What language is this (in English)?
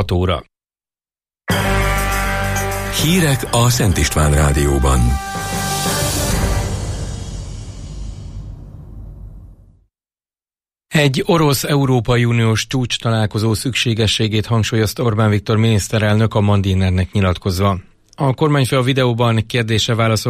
Hungarian